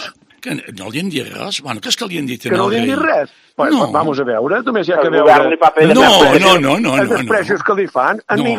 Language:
Catalan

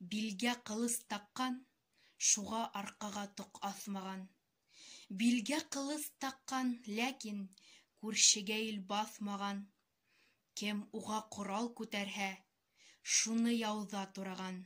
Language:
Bashkir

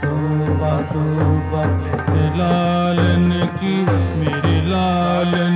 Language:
Punjabi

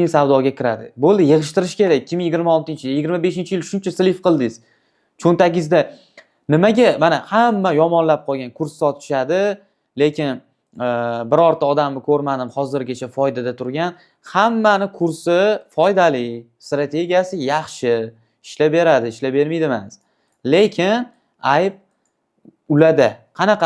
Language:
Uzbek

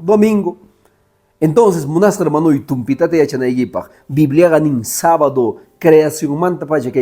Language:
Quechua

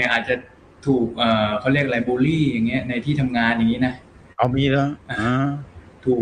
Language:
Thai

